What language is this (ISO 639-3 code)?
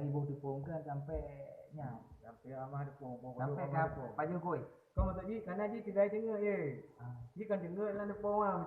ace